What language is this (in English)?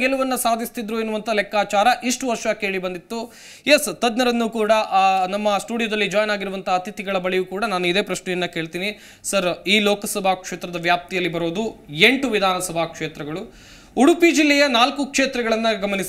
Kannada